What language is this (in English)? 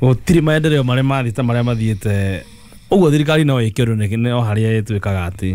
Kikuyu